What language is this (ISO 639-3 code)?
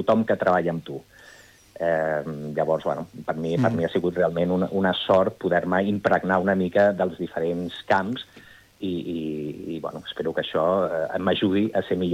cat